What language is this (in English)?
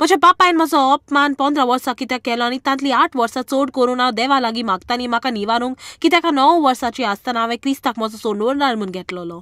Konkani